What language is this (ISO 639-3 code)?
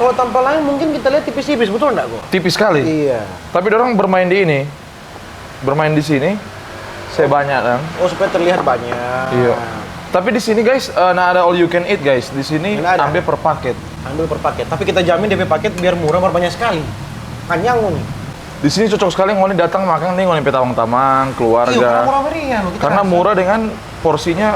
xmm